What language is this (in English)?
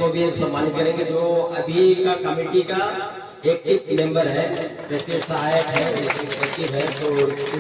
Sadri